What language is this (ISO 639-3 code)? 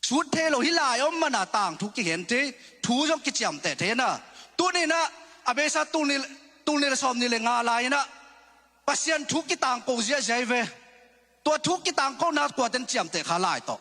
ctd